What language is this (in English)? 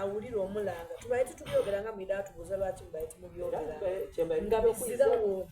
Soga